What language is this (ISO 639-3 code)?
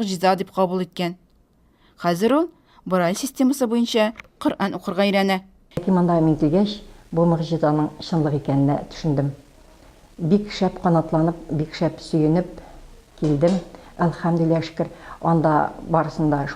tat